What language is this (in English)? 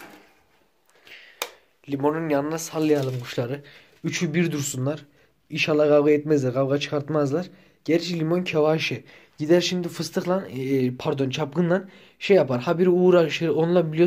Turkish